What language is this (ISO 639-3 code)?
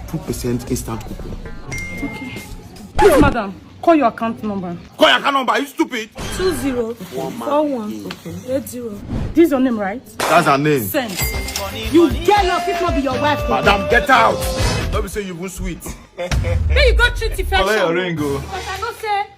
pcm